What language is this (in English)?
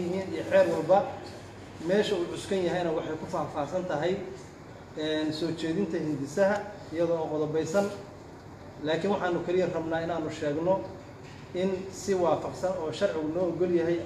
Somali